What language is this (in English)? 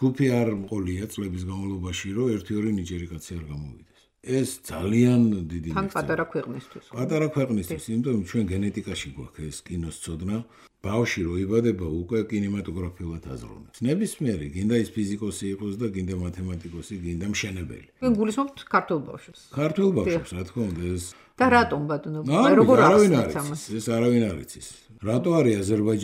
Georgian